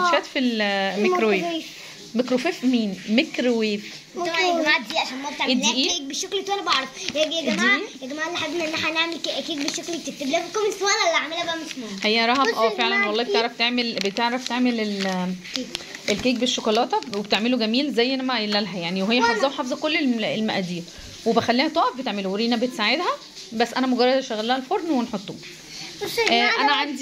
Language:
Egyptian Arabic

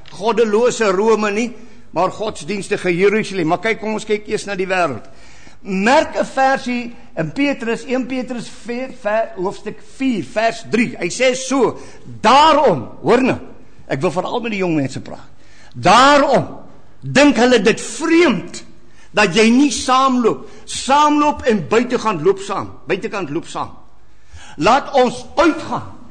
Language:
Afrikaans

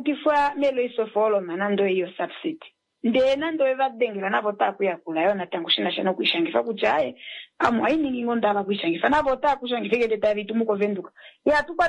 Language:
Kuanyama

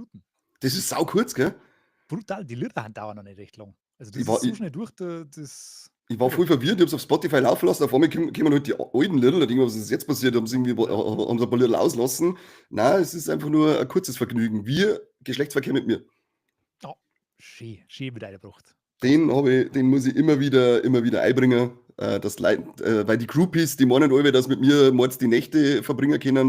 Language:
Bavarian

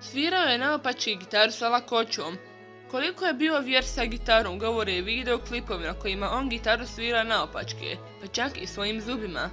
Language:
Bosnian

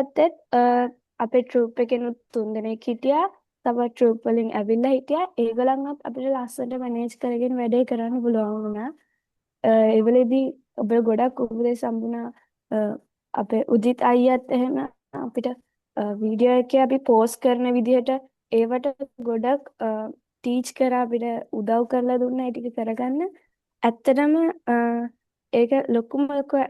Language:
Sinhala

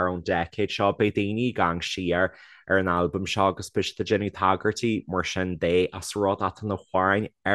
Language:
Irish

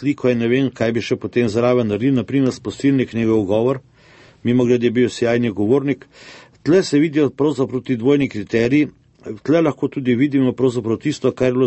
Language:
Slovenian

